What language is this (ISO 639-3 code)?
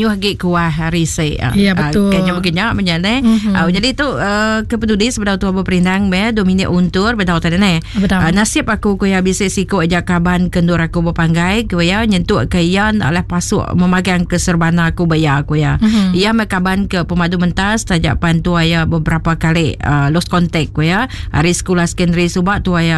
iba